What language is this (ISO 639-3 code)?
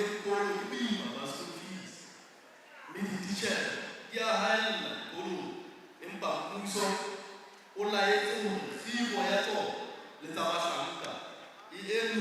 sot